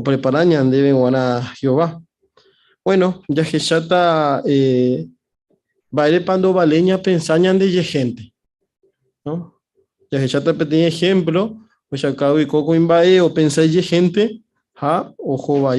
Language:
Guarani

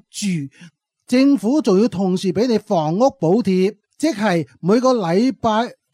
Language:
Cantonese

